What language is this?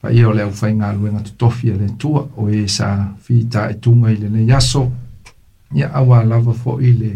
Samoan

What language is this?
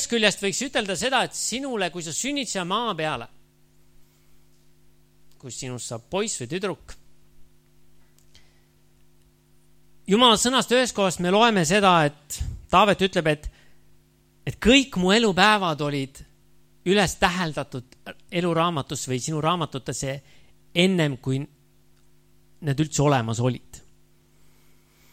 Estonian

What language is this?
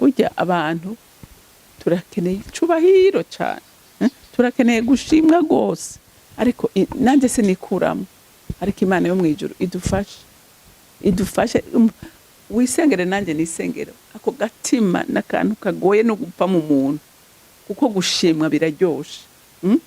Rundi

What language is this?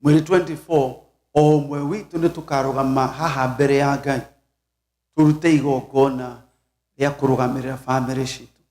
Kikuyu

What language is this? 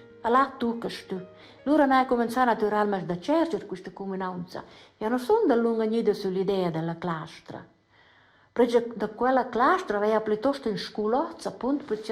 Romansh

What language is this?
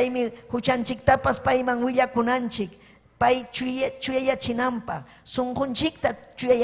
Ayacucho Quechua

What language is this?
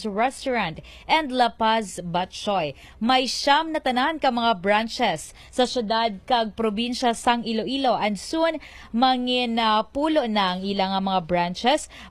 Hiligaynon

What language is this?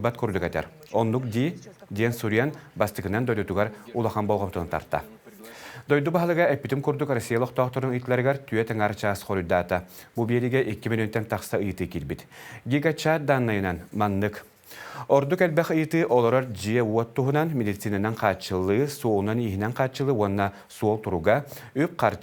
Yakut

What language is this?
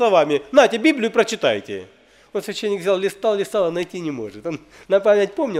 Russian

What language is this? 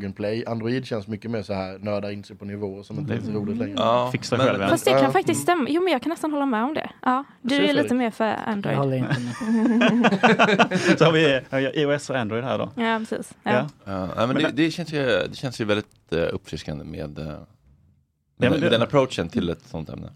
Swedish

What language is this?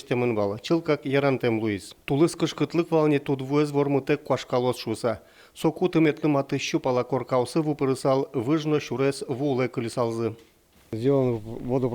Udmurt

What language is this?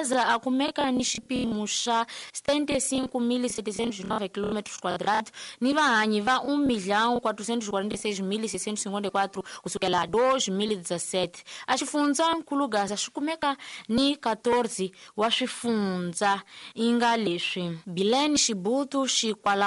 Tsonga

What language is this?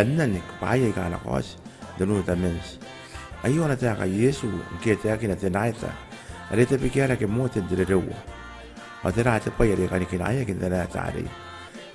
Gilbertese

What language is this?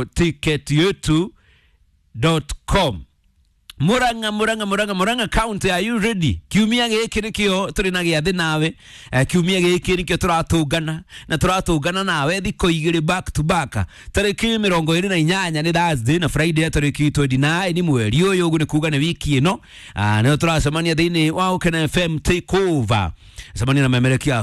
Kikuyu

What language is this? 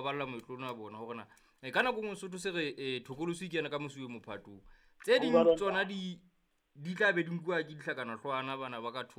Southern Sotho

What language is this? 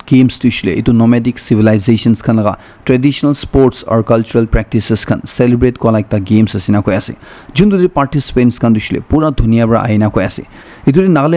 Naga Pidgin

